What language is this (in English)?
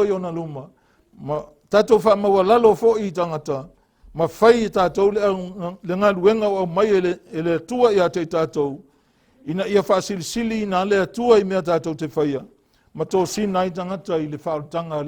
Samoan